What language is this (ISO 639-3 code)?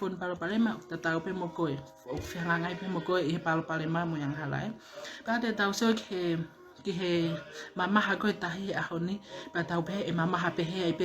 ton